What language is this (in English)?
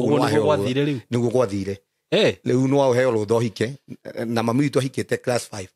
Kikuyu